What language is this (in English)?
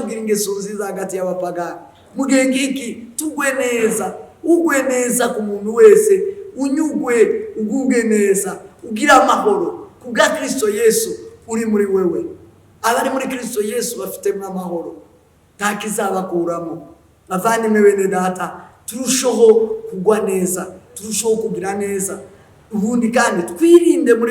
Kinyarwanda